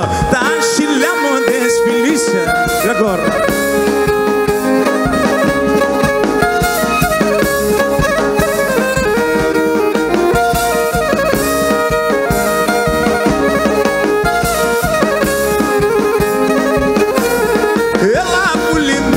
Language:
Greek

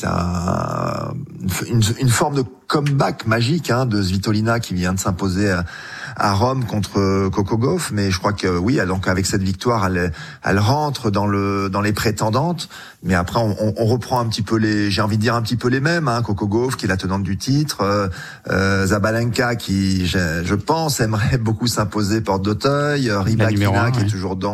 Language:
French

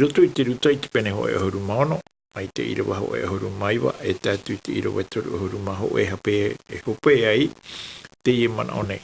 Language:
Tahitian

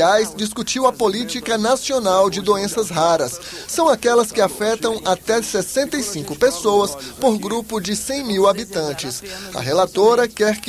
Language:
Portuguese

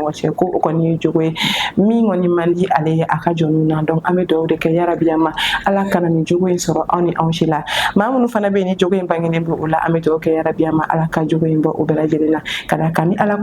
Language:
Bambara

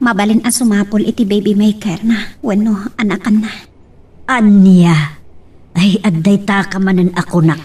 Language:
Iloko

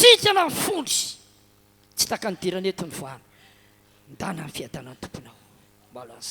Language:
Malagasy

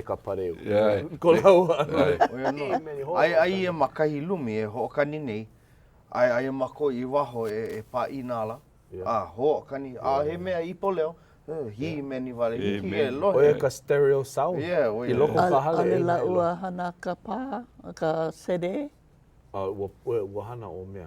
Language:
Hawaiian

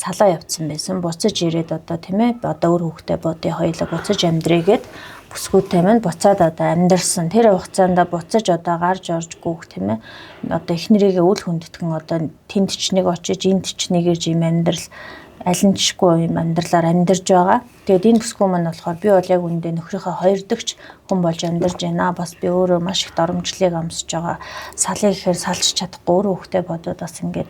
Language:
Mongolian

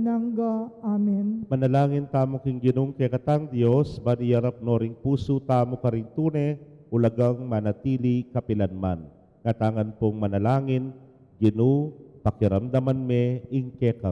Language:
Pampanga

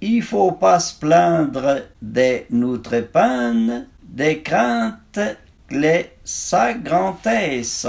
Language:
Arpitan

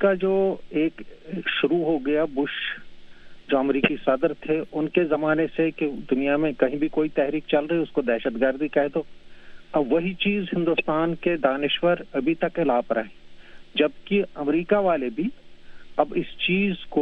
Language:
Urdu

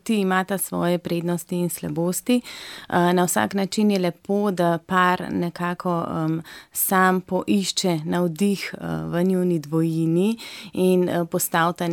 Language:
Slovenian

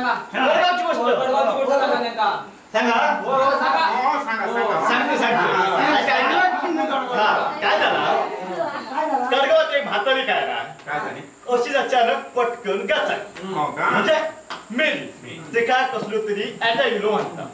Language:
Marathi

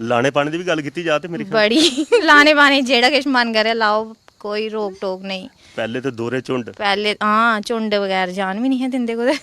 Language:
Dogri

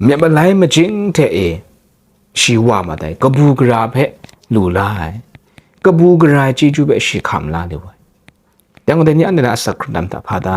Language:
Kachin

